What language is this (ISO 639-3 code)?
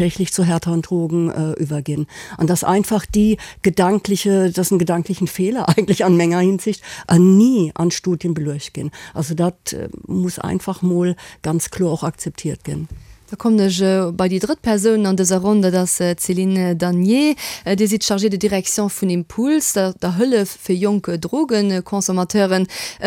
ltz